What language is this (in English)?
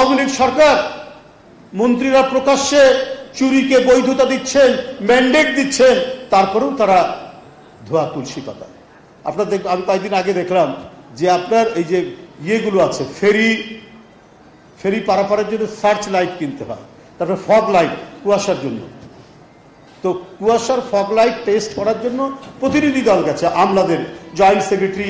Bangla